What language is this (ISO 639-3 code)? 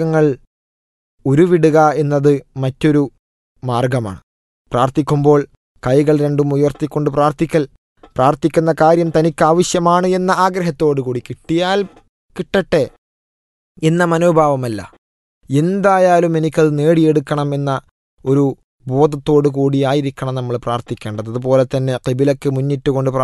mal